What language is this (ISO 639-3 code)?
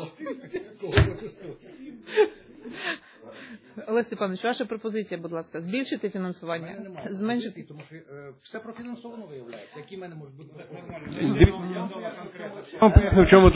ukr